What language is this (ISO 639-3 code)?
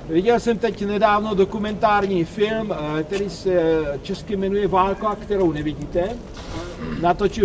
ces